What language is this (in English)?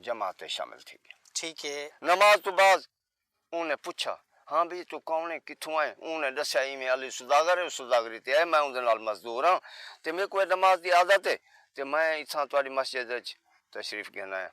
Saraiki